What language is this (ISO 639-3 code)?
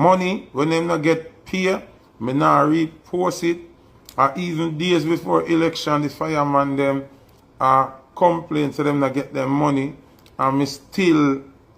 jam